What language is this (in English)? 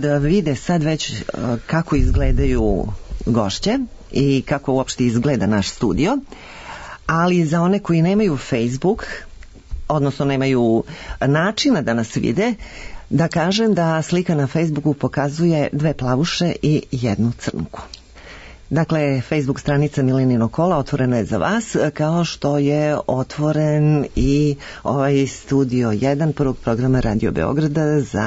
Serbian